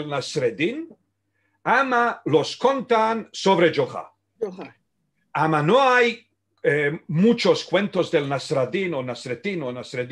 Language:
Ladino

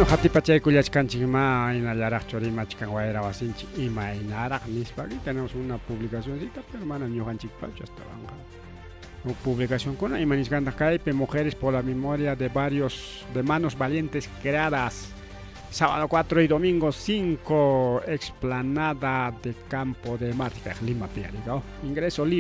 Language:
Ayacucho Quechua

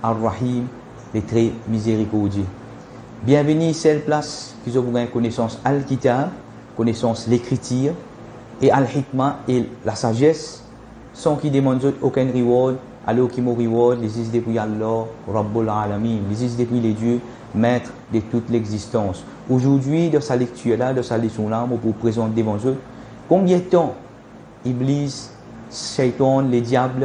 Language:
Morisyen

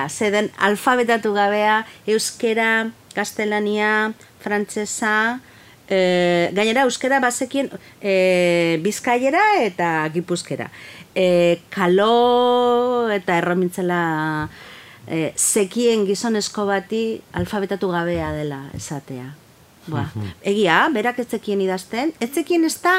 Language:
Basque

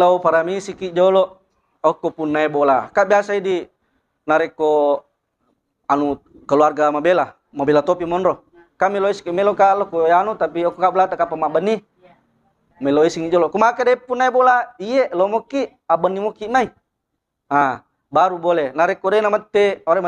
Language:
Buginese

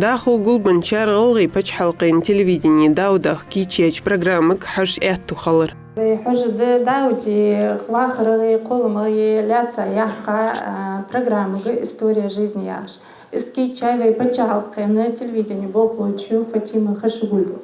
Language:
Ingush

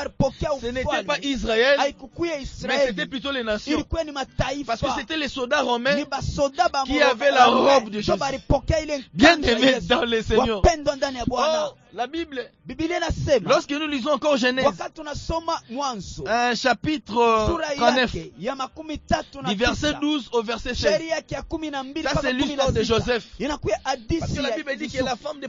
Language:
Swahili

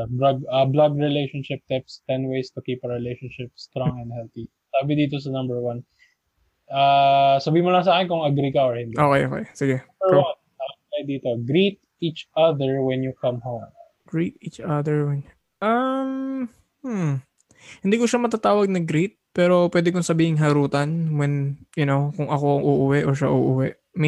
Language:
Filipino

